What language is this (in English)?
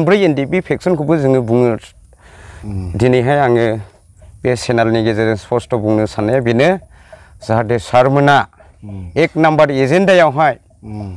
Bodo